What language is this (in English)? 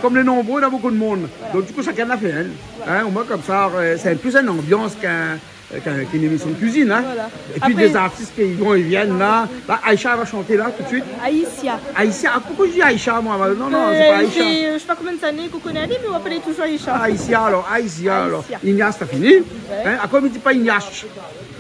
Réunion Creole French